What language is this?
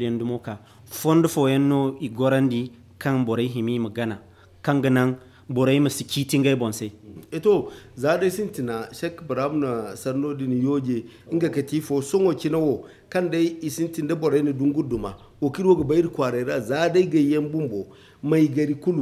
Zarma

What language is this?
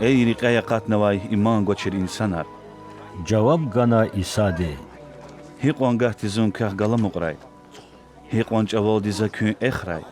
Lezghian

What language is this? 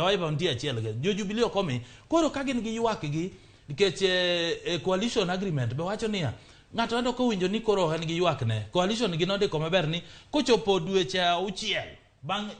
Luo (Kenya and Tanzania)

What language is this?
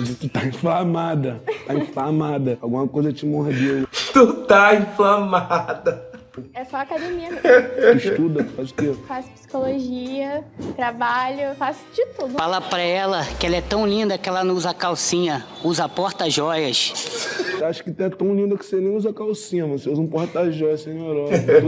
Portuguese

